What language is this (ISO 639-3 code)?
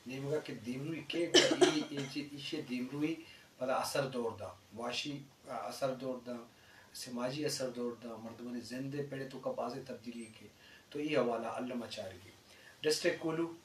bgp